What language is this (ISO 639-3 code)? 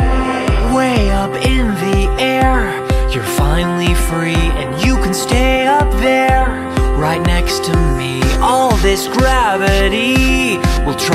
eng